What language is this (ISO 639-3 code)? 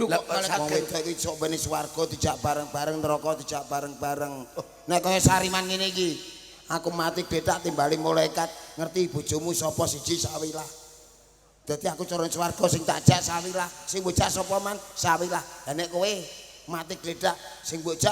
jav